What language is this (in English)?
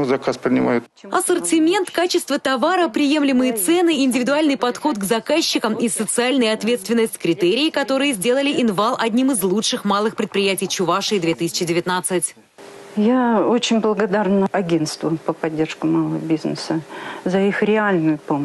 Russian